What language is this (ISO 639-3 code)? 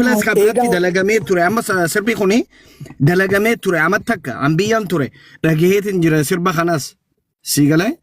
orm